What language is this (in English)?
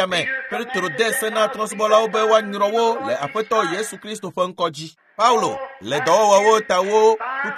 Ewe